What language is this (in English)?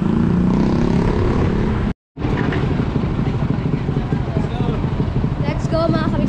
Filipino